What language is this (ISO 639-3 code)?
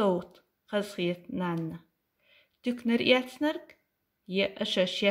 che